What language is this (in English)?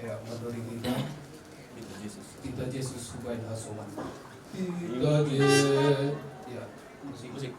Batak Simalungun